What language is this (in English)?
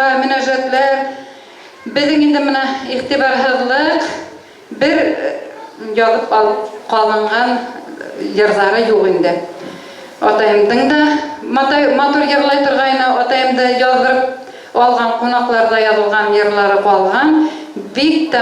Bashkir